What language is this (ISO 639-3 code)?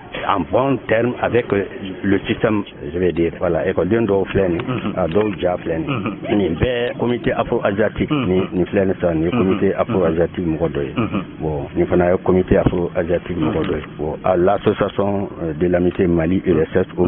bam